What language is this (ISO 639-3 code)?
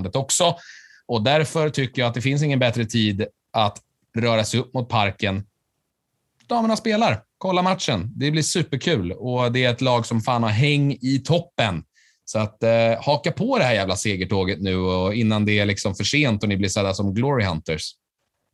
swe